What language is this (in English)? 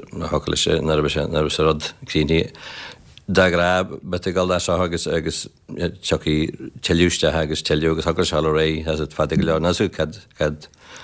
Irish